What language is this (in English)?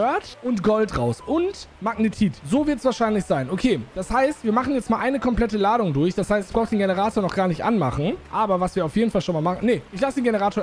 German